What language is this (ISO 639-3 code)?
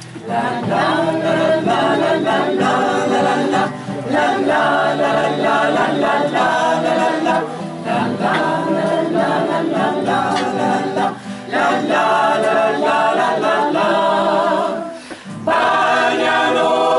eus